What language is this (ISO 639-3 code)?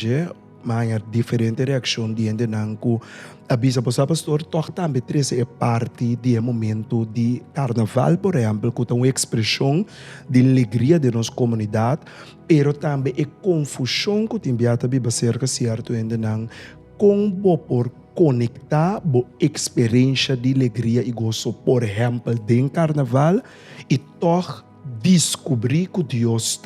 pap